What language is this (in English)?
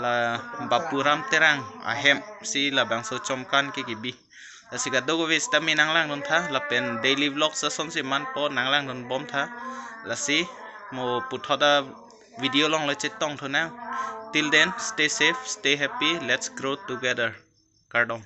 Karbi